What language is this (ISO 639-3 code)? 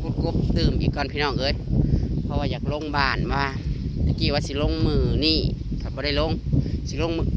tts